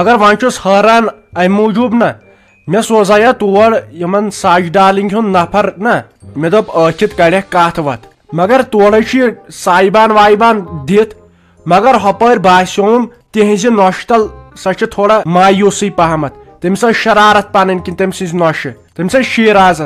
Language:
Kashmiri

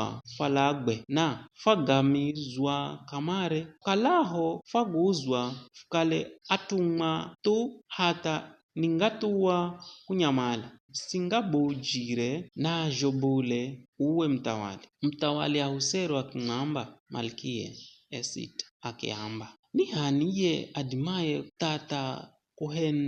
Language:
Giryama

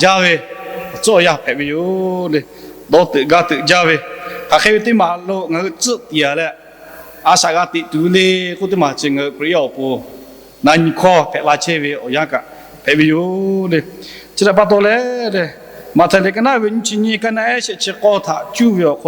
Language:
Lahu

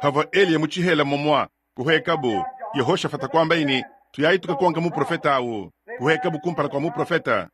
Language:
Luba-Lulua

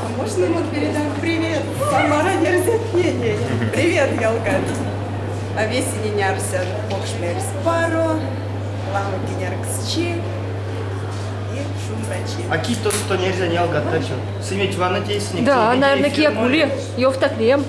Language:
Erzya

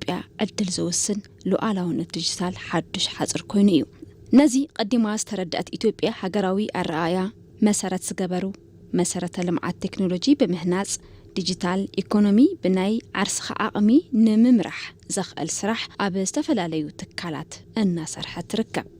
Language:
Tigrinya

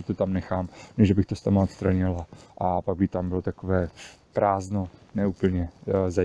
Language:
Czech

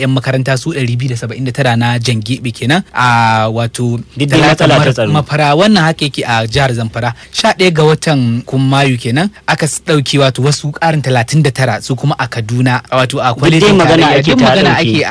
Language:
Hausa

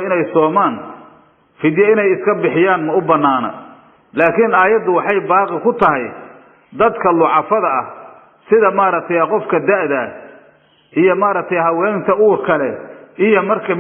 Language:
Somali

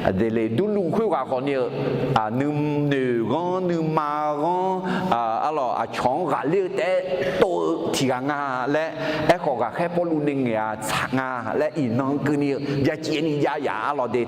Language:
Akha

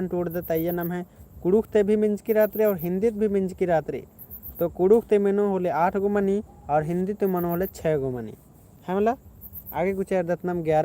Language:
Kurukh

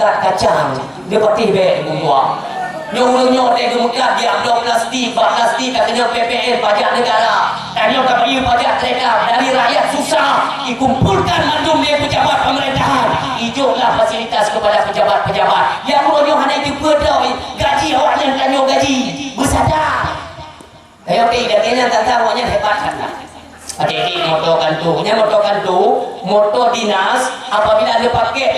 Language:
Achinese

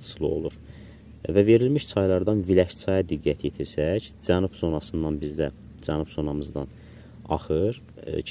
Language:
Azerbaijani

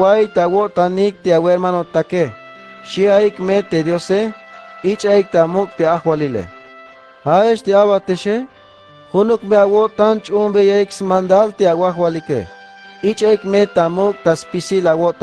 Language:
Tzeltal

